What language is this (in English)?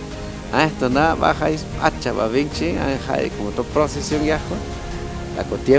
Chuj